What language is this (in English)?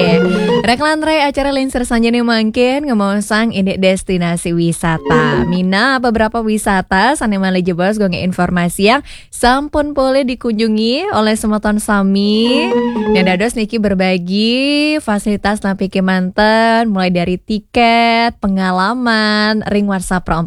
Balinese